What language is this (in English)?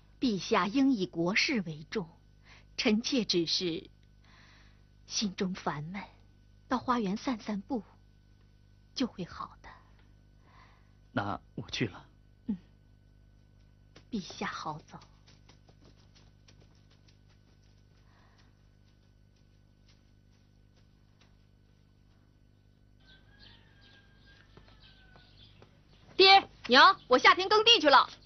Chinese